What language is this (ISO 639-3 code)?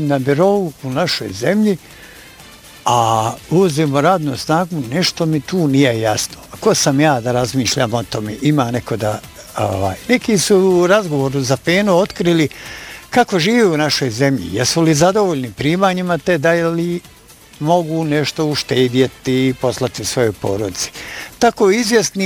bos